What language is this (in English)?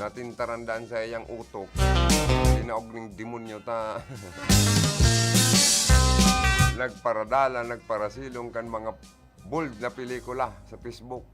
Bikol